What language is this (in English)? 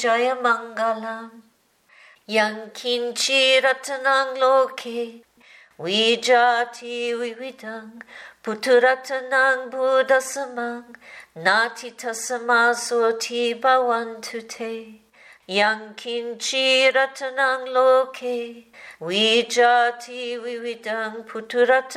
Pali